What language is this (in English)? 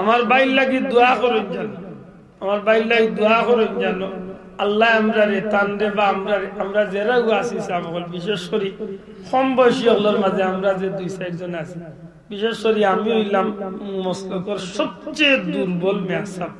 Sylheti